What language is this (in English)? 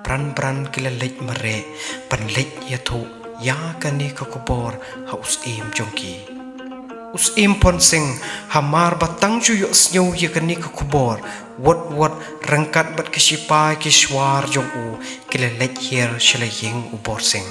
Khasi